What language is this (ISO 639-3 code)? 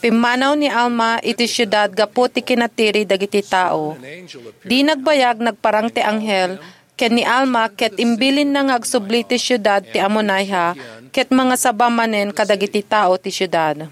ilo